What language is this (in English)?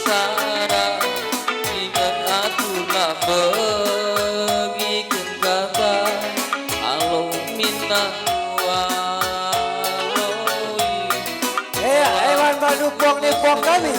Batak Karo